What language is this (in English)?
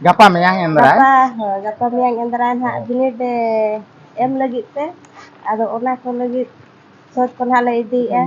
Santali